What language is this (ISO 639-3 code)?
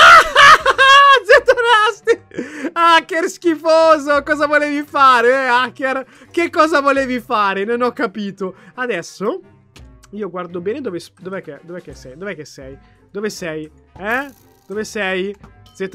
ita